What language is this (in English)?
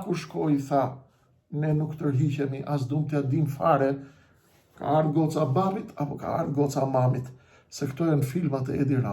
Albanian